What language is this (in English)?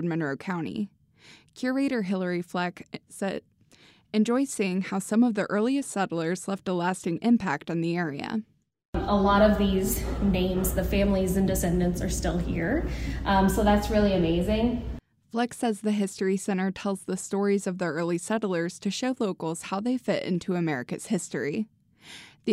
English